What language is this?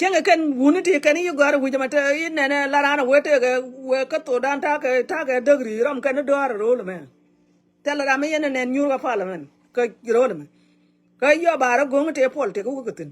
Nuer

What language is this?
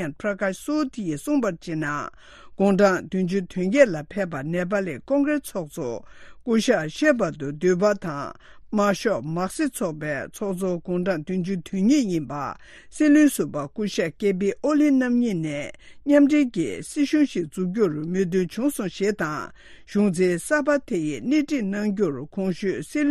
Tibetan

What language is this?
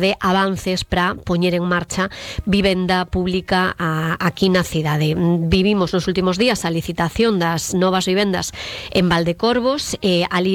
Galician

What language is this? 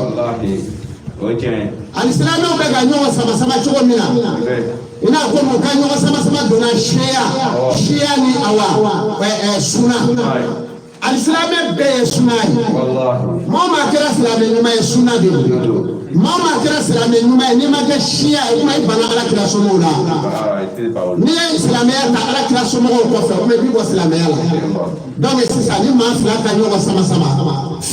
Bambara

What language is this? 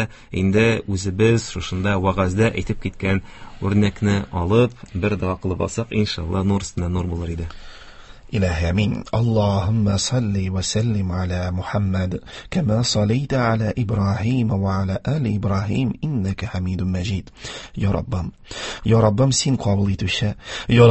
Tatar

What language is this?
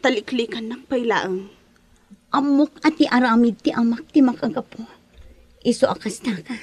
Iloko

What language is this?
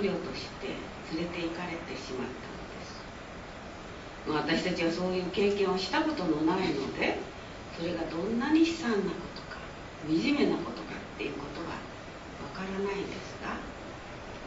Japanese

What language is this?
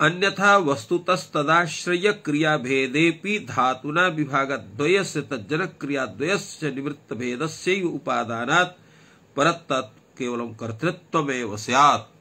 Sanskrit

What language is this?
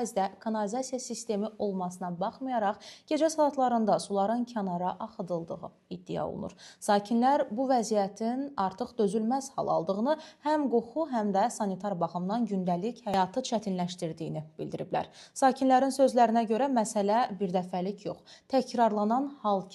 Azerbaijani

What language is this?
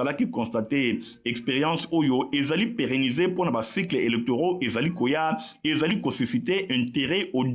Lingala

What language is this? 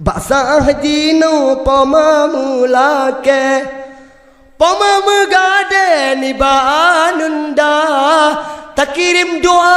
Achinese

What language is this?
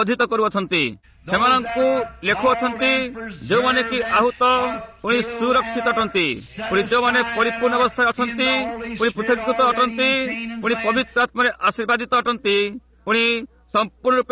Odia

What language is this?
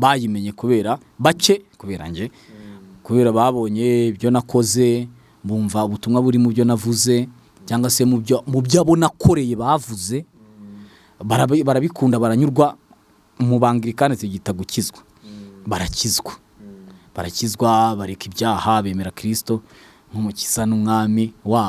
Kinyarwanda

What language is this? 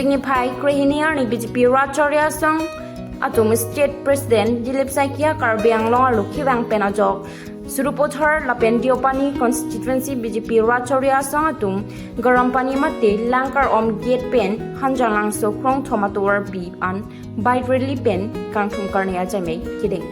Karbi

